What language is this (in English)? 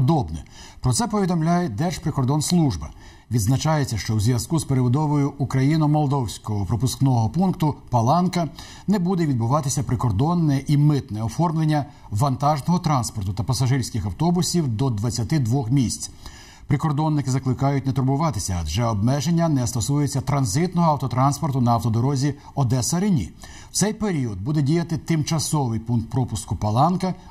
Ukrainian